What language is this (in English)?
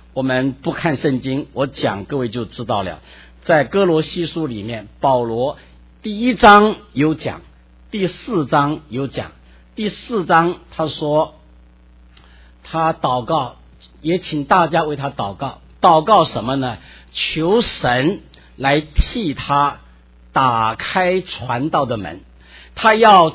Chinese